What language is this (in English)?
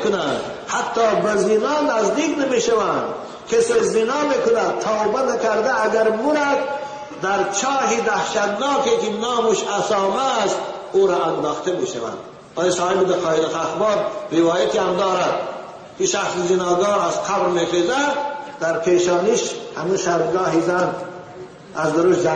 Tajik